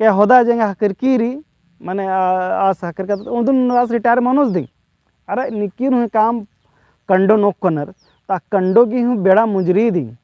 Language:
Kurukh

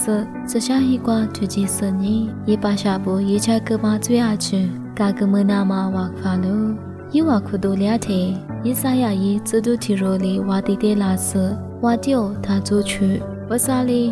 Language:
Lisu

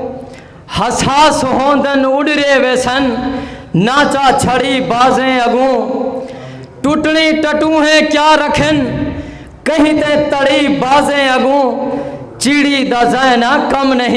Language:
Saraiki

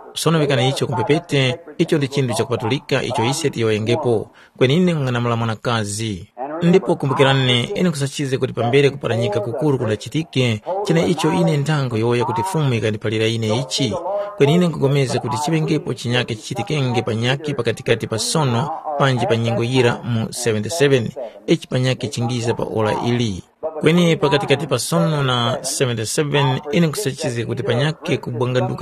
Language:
Tumbuka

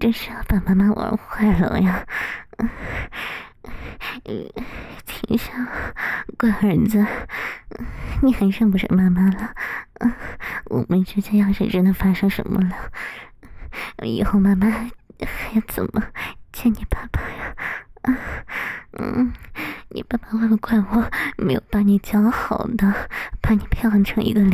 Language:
Chinese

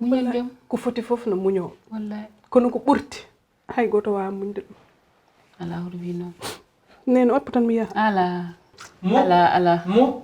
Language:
Fula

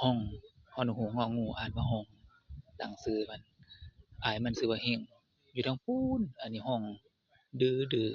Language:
Northeastern Thai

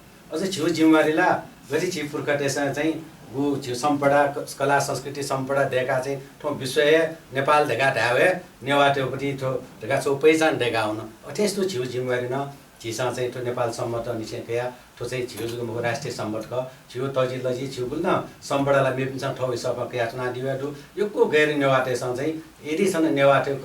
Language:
Newari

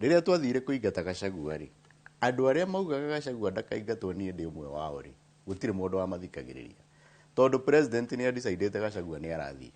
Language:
Kikuyu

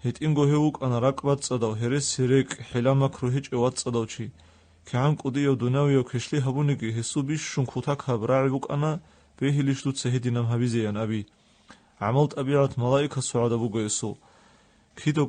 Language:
Avaric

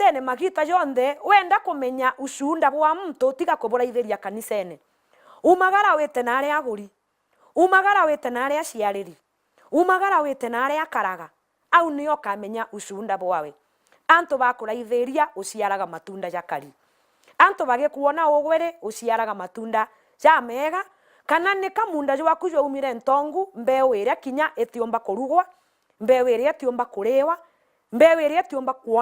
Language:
Meru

